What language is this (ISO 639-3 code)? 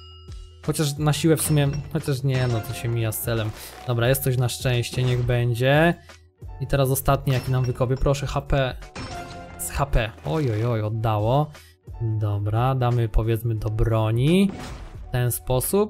pol